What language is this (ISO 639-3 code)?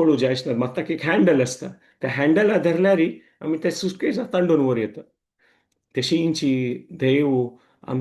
kok